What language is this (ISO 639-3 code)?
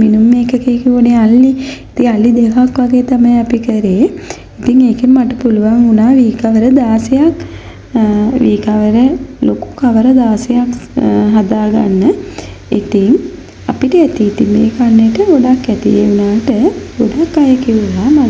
sin